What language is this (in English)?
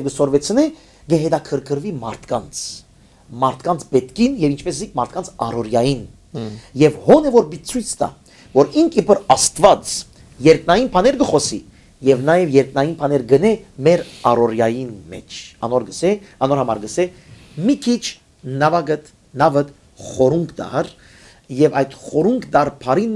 Western Armenian